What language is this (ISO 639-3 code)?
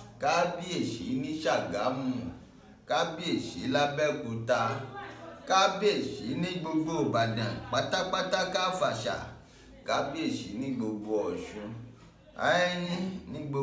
yor